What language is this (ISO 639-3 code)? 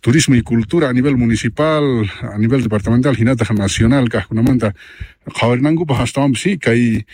que